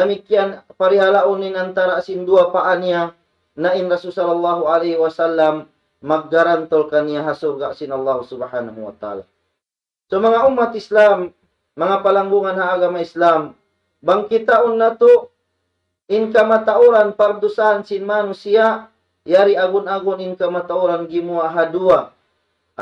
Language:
Tausug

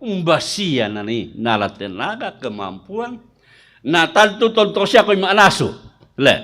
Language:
Toraja-Sa'dan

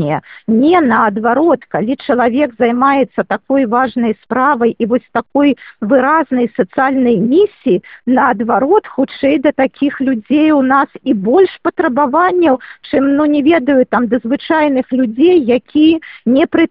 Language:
Belarusian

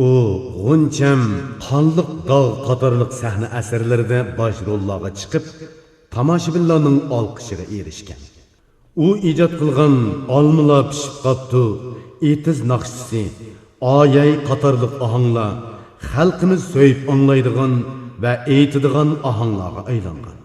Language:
Uyghur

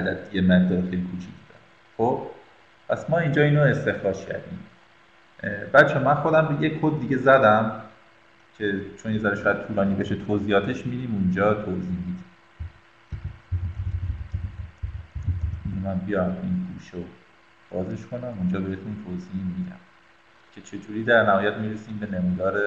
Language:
Persian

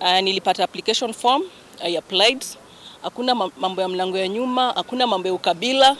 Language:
Kikuyu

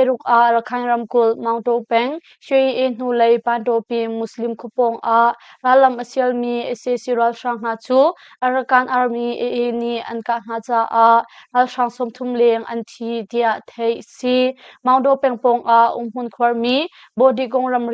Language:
Hakha Chin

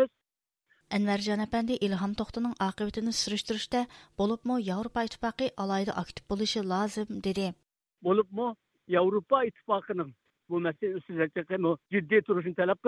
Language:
Uyghur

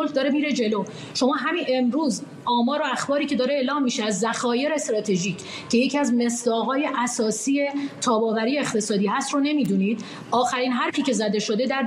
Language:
Persian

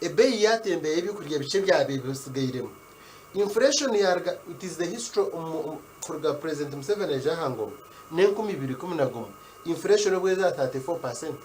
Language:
Nyankole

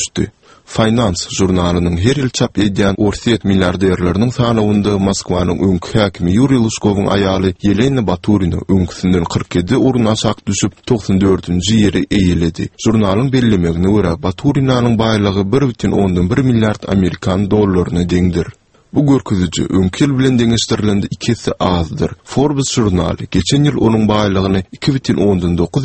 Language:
Turkmen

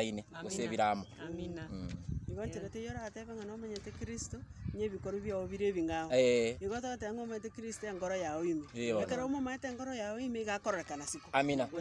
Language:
Gusii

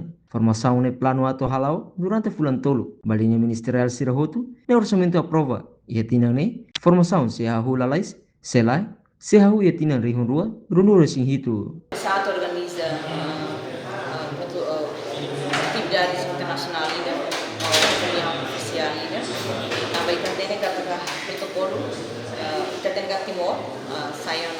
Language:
Tetum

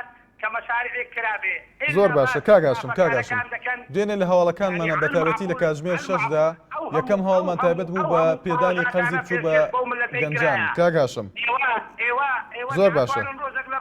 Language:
Central Kurdish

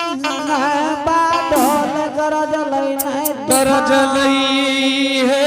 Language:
Angika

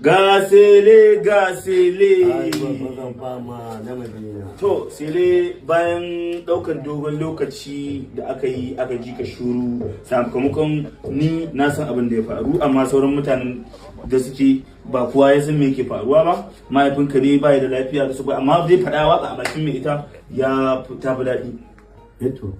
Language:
Hausa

